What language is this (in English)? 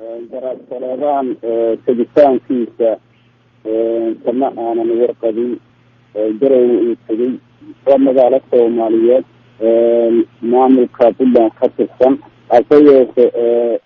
Somali